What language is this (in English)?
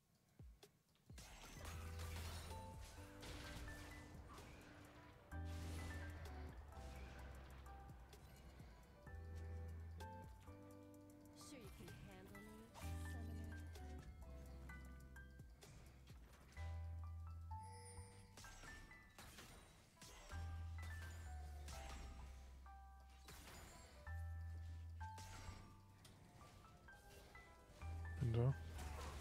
German